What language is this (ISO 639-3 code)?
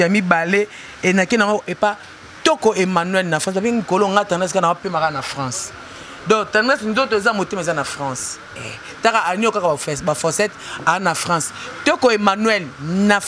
lin